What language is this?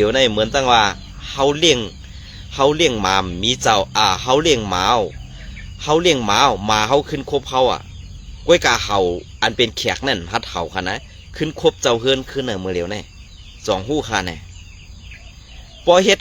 Shan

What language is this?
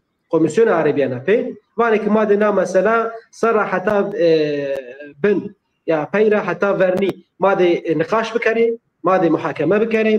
Zaza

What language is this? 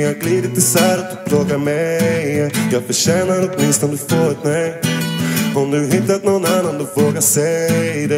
Swedish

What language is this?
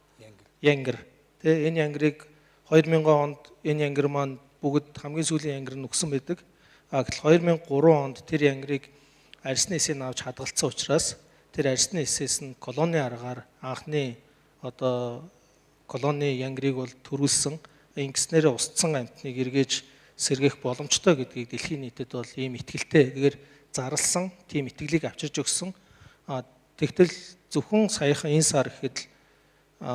Mongolian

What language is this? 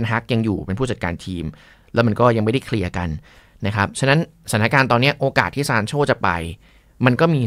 Thai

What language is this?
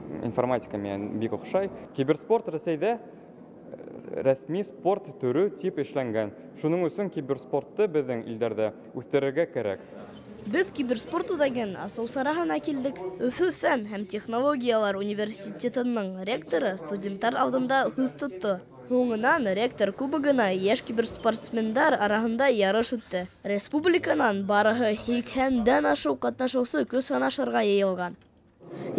Bashkir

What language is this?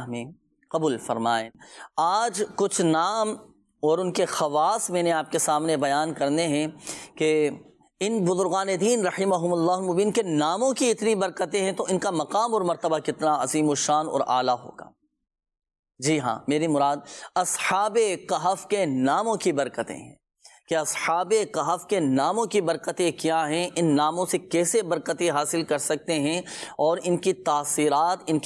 Urdu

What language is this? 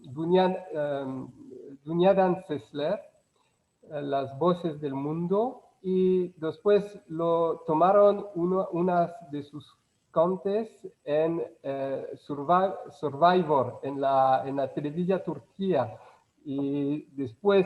Ladino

